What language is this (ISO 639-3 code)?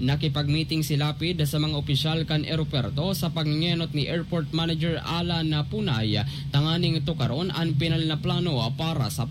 bik